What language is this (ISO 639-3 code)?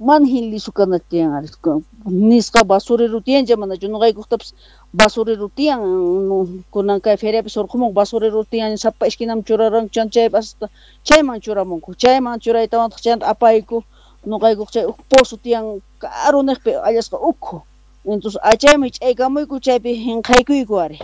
que